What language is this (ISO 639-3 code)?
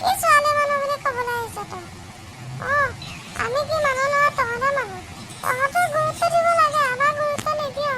asm